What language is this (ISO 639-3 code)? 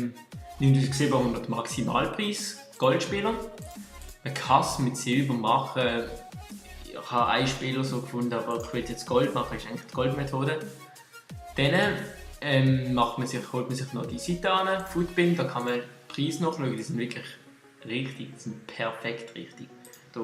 gsw